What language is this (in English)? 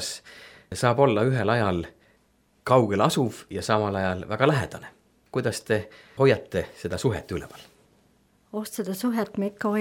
Estonian